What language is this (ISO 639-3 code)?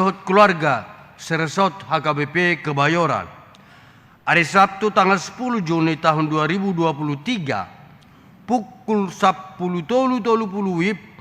bbc